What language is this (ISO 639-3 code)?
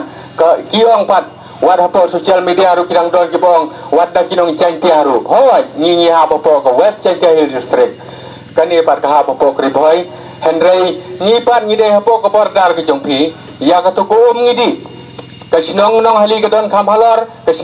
kha